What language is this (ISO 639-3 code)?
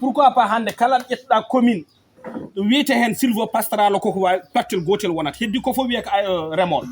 ful